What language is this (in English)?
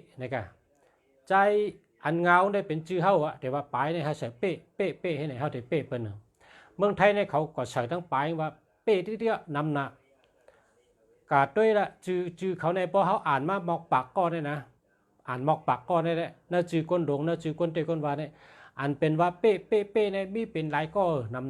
Shan